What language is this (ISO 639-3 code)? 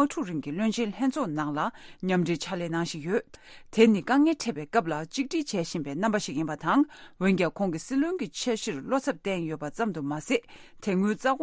bod